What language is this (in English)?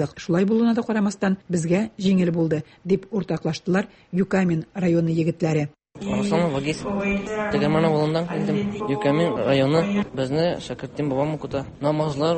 Tatar